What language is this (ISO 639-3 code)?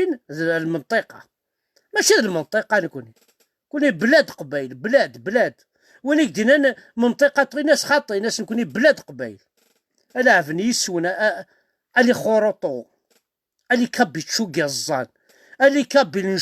kab